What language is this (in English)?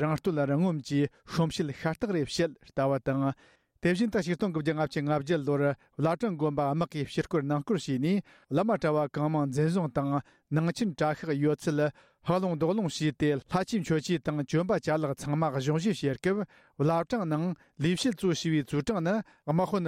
Tibetan